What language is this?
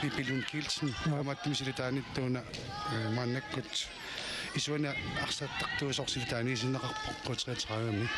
Kalaallisut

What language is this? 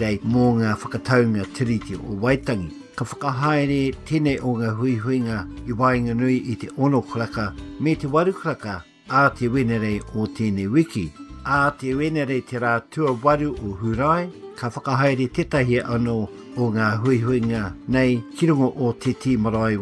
Māori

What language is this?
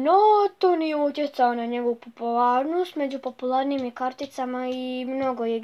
Croatian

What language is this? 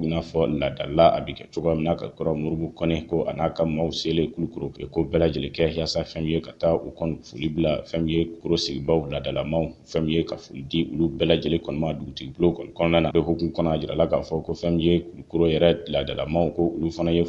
Bambara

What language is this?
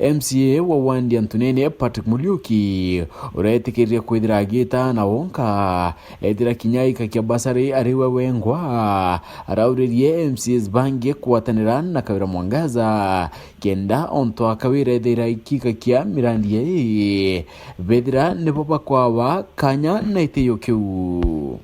Meru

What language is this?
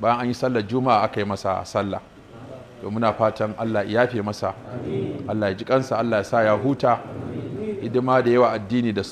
Hausa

